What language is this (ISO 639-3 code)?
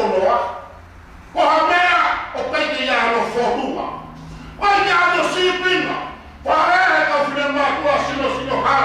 ton